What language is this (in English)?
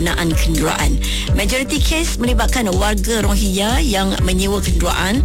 Malay